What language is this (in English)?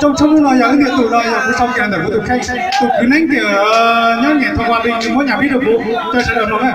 Hmong